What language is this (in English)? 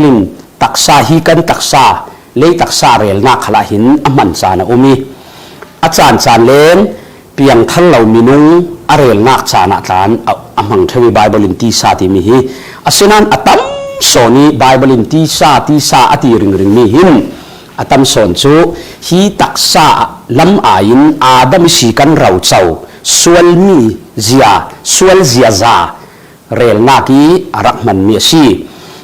Falam Chin